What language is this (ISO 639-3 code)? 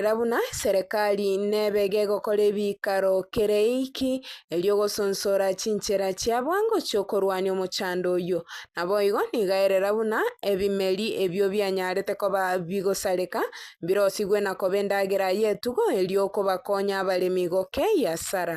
guz